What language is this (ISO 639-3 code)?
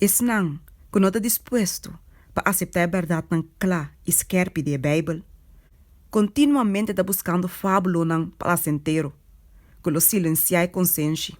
pap